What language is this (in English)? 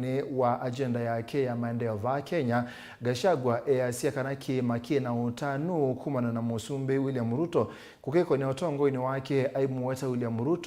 Kamba